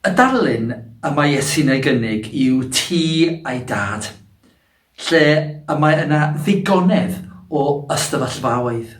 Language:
Welsh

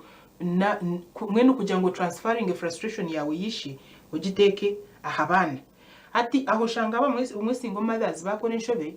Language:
Nyankole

